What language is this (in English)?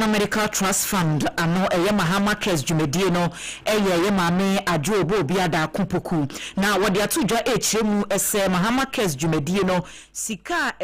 Akan